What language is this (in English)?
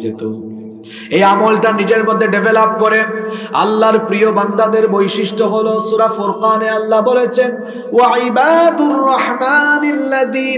Bangla